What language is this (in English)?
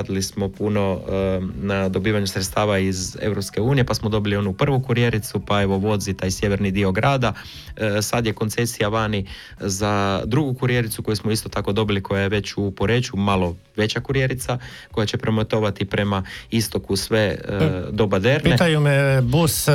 Croatian